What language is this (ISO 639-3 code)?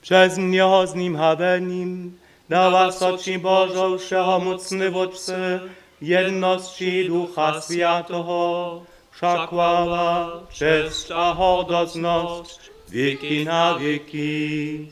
hsb